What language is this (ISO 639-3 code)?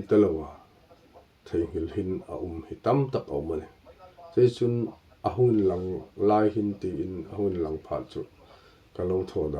hmr